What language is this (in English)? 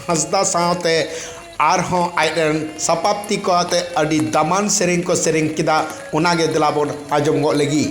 Santali